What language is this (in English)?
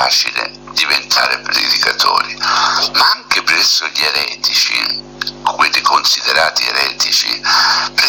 Italian